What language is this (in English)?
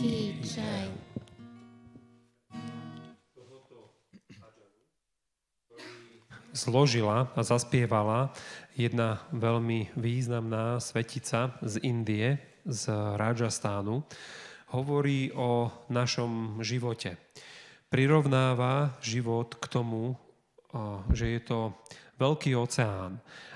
Slovak